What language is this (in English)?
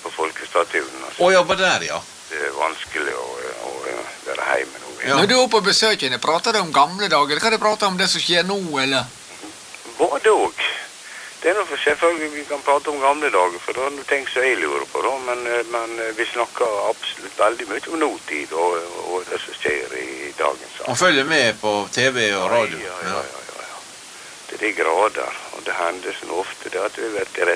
Norwegian